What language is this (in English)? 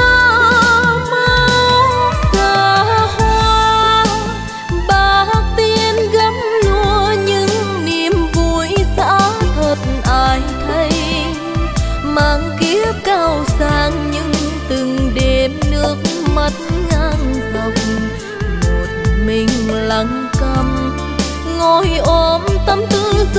Vietnamese